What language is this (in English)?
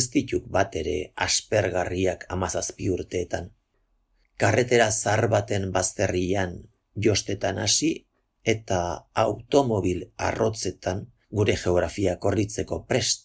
Basque